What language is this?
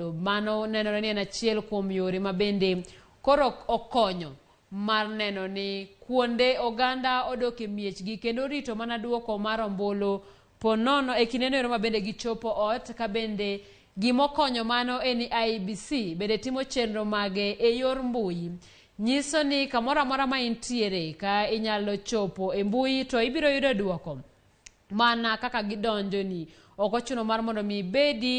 Luo (Kenya and Tanzania)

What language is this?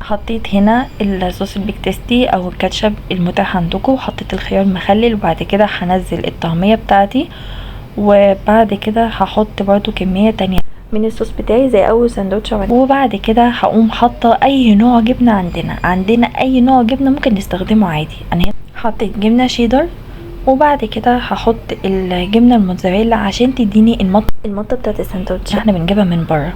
Egyptian Arabic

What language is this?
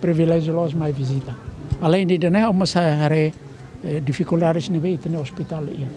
Tetum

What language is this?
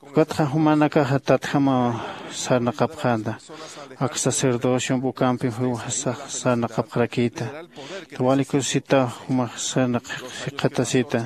Aymara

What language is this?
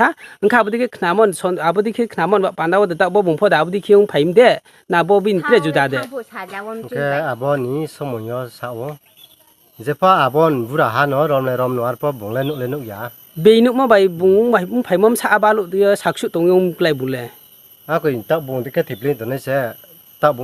Riang (India)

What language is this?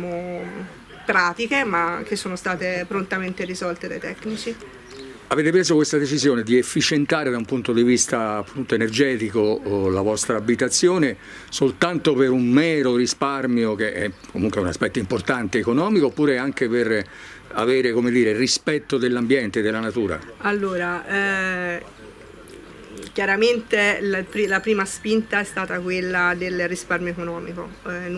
Italian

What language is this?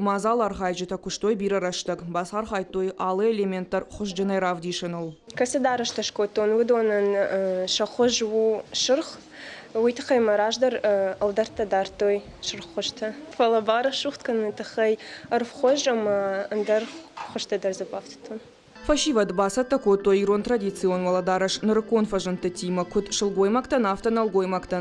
Ossetic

